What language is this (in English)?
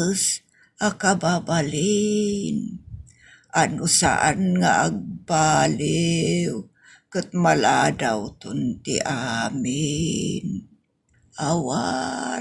Iloko